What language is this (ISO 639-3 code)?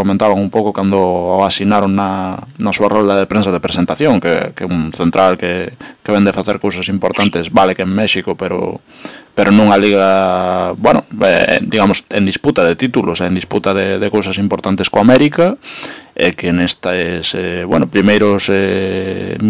glg